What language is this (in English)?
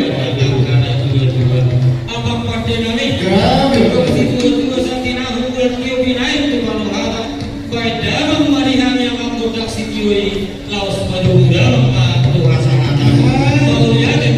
Batak Toba